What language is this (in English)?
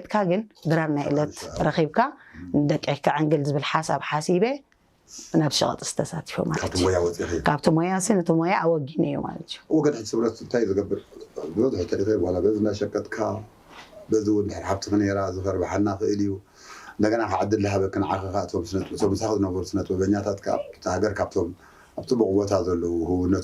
Tigrinya